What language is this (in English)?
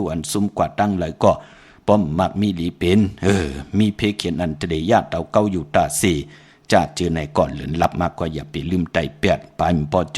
Shan